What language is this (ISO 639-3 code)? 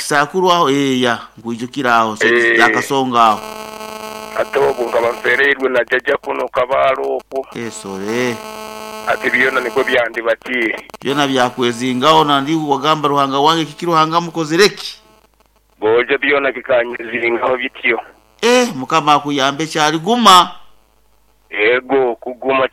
nyo